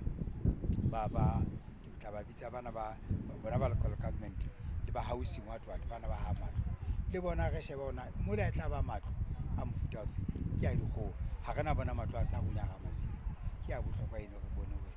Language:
Southern Sotho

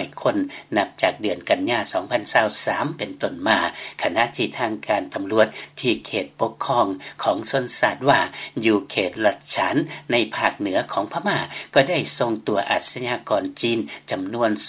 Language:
Lao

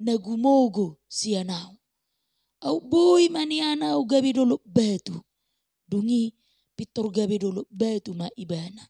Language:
Batak Toba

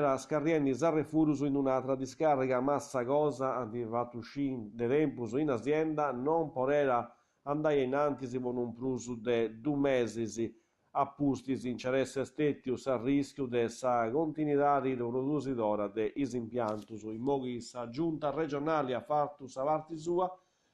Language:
Sardinian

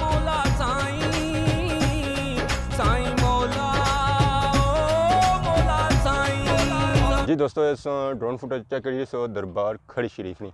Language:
Pahari-Potwari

